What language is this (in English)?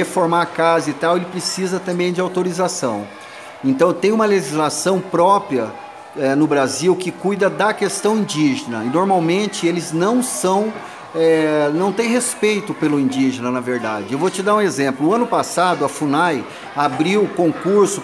Portuguese